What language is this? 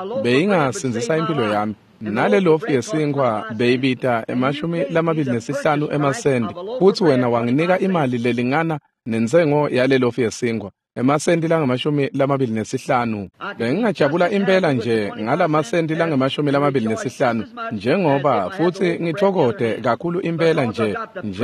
Swati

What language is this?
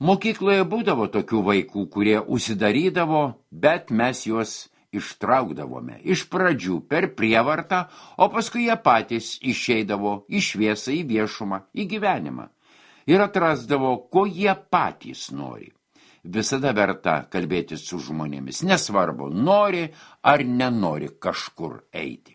Lithuanian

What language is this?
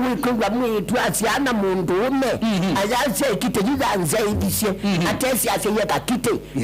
Kamba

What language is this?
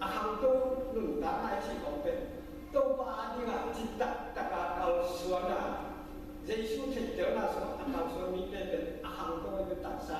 Tedim Chin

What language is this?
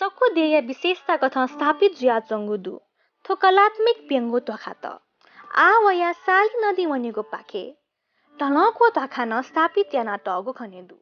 Newari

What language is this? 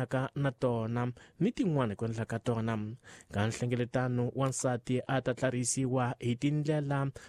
Tsonga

